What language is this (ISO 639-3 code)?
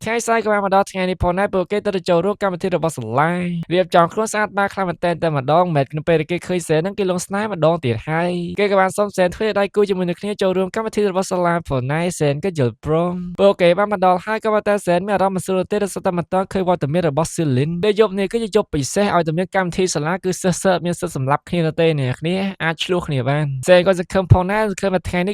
khm